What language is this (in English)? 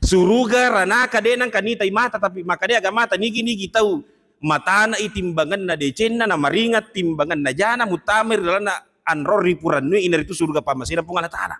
Buginese